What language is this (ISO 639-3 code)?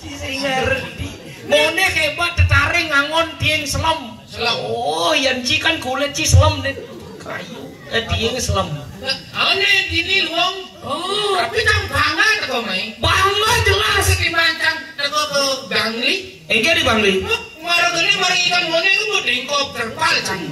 ban